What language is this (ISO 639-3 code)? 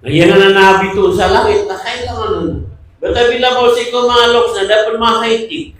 mrw